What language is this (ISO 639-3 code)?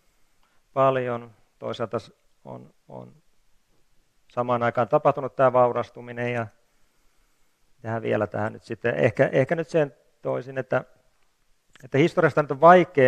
fin